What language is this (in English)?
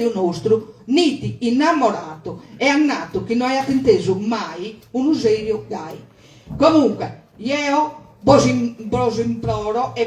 Sardinian